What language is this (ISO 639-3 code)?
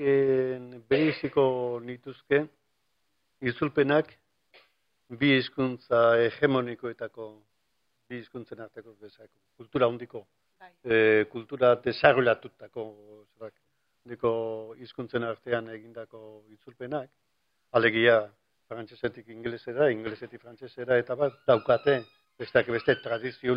eus